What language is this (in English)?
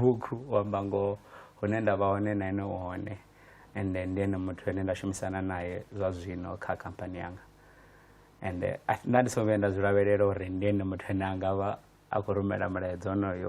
Venda